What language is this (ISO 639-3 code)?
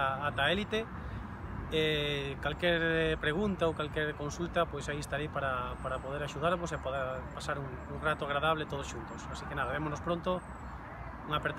glg